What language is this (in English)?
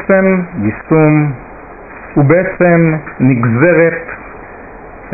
Hebrew